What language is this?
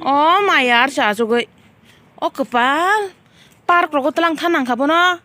Kok Borok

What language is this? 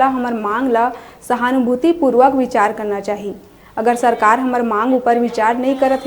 Chhattisgarhi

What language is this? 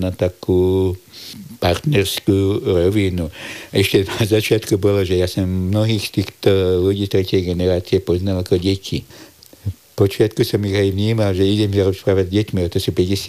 Slovak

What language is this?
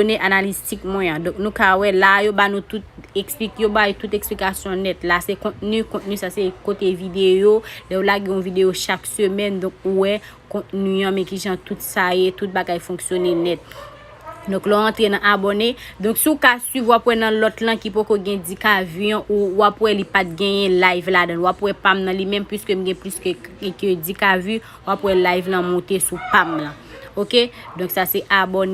Haitian Creole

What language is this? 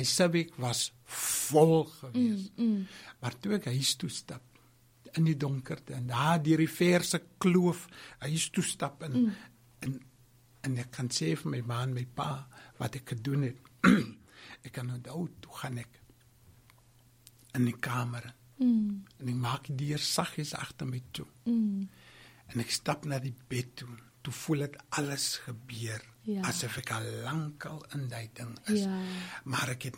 Afrikaans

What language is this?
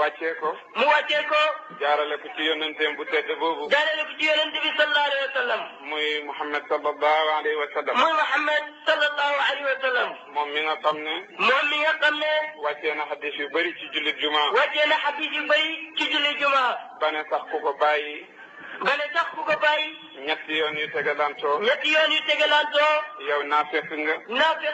Wolof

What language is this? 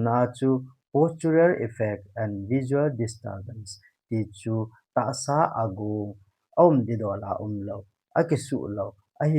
Thado Chin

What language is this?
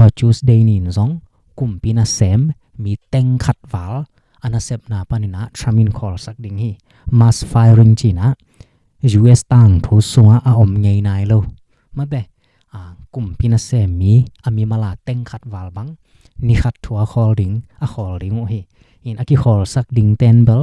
Tedim Chin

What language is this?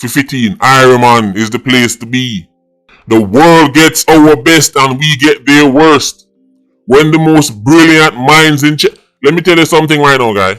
Jamaican Creole English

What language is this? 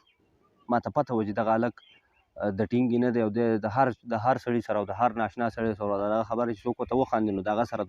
Pashto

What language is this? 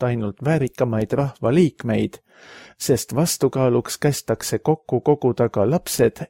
Estonian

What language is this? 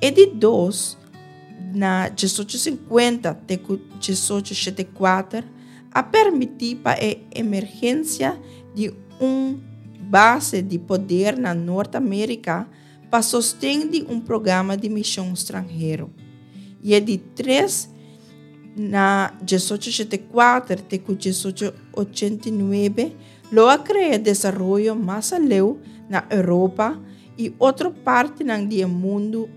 Papiamento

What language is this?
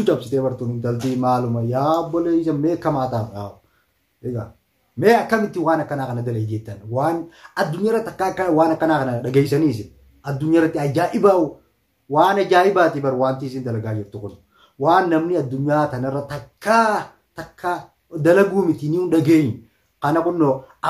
Oromo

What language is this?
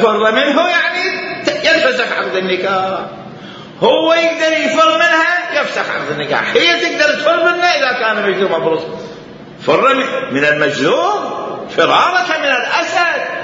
Mesopotamian Arabic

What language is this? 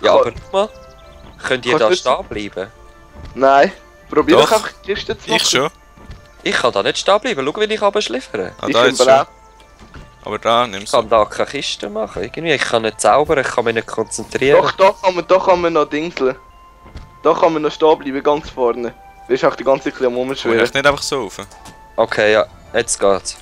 Swiss German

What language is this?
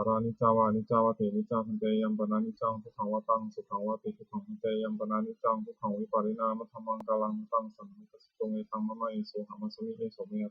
Pali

